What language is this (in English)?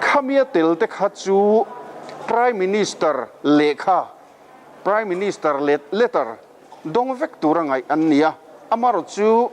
Mizo